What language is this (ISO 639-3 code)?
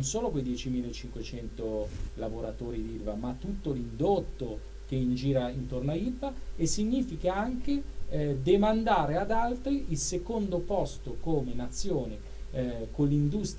ita